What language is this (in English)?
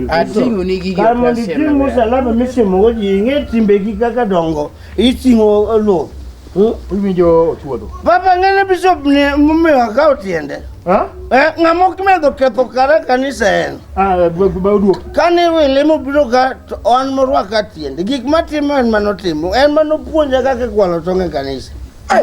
Luo (Kenya and Tanzania)